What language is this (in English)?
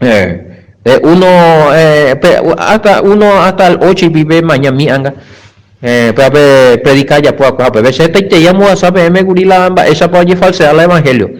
Guarani